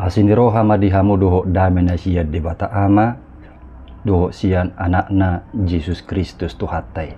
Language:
Batak Toba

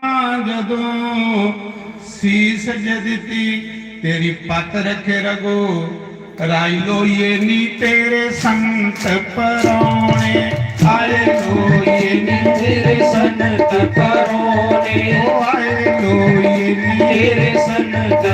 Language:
Dogri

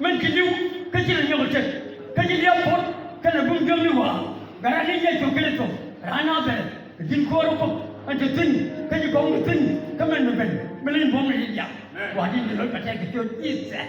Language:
Nuer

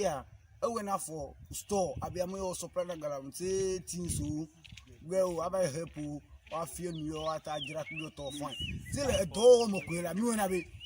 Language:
Ewe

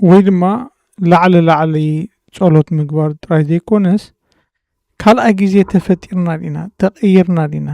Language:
Tigrinya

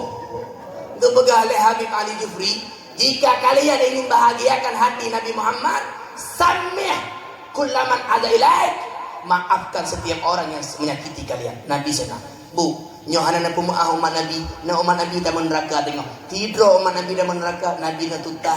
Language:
Achinese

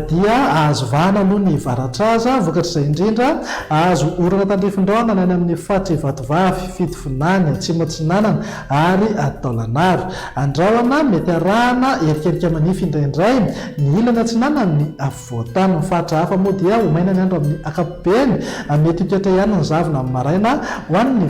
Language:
Malagasy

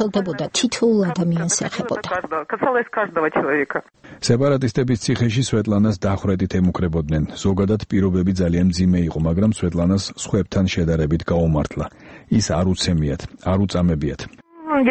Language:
Georgian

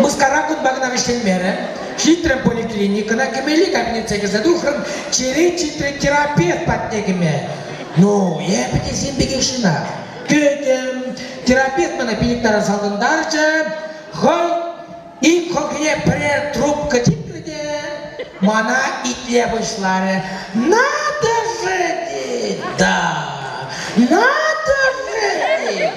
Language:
Chuvash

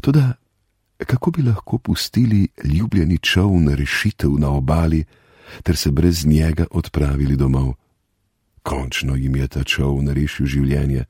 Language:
Slovenian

